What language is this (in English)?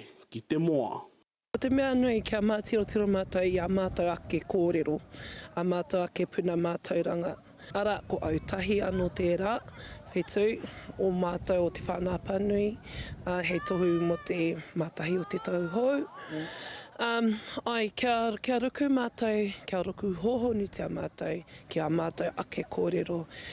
Māori